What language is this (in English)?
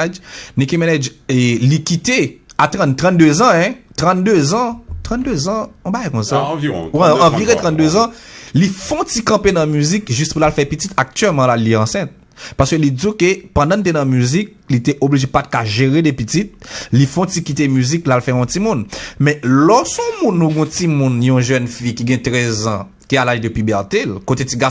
Haitian Creole